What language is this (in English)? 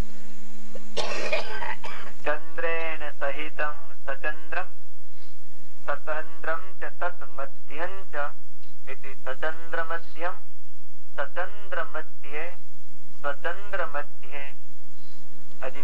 Gujarati